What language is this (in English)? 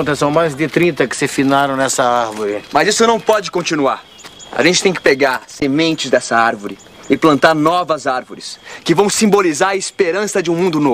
Portuguese